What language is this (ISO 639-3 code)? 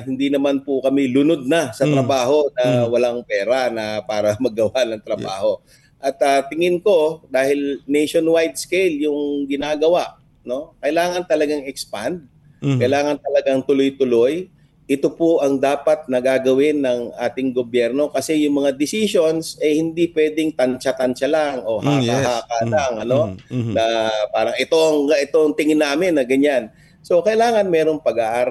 fil